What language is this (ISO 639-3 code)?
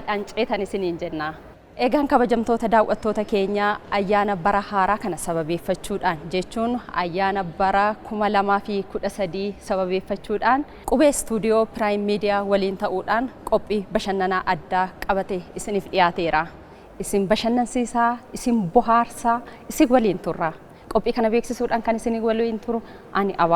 orm